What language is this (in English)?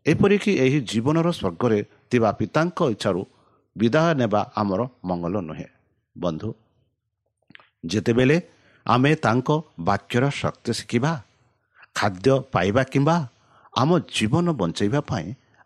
Odia